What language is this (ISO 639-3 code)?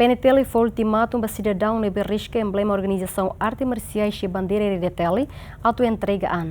tet